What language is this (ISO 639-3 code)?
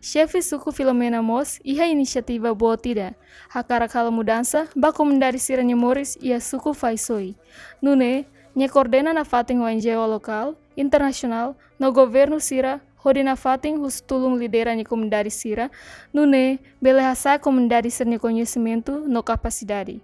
tet